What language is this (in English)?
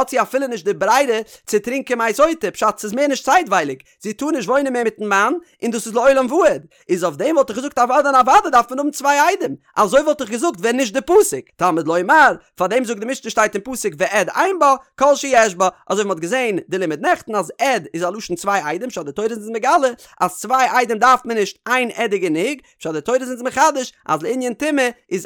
Yiddish